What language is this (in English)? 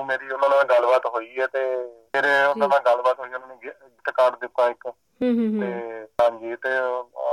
Punjabi